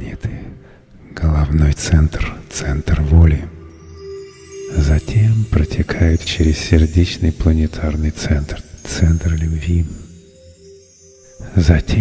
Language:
Russian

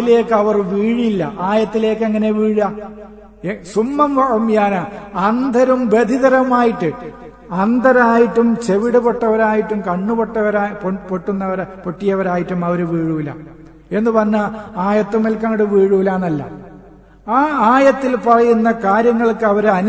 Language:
Malayalam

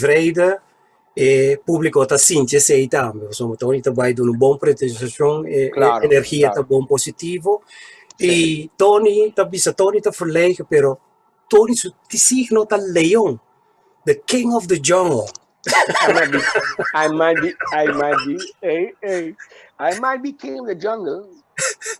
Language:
Papiamento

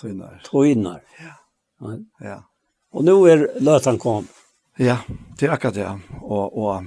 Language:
Faroese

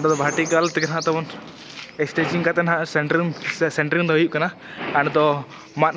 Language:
Santali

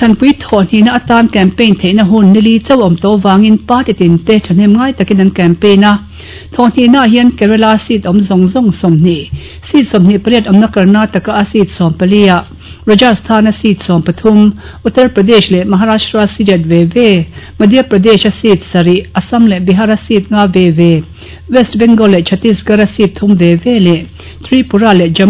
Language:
Mizo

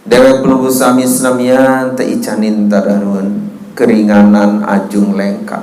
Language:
Sasak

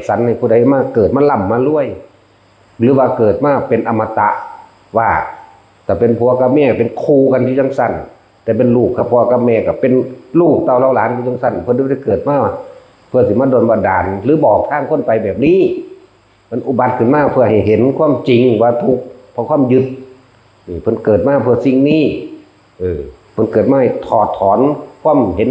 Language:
Northeastern Thai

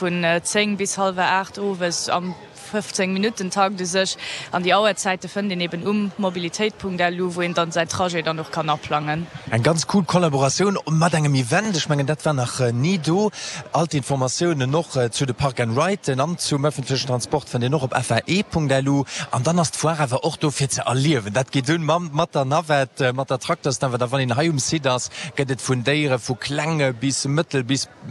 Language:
Luxembourgish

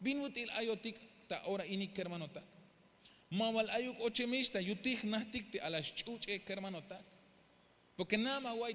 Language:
Tzeltal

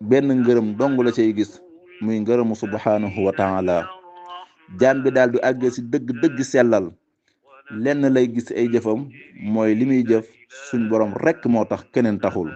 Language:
Wolof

